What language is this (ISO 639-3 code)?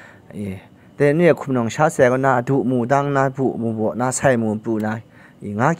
kac